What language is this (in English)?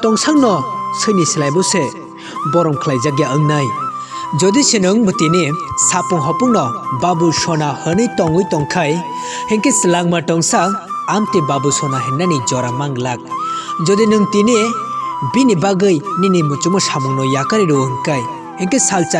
Kok Borok